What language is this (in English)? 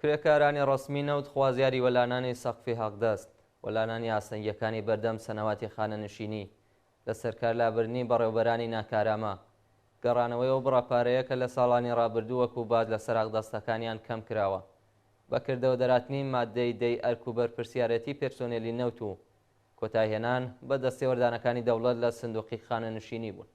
Central Kurdish